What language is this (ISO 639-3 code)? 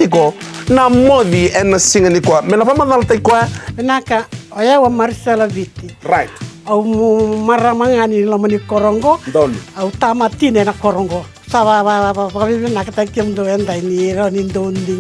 fij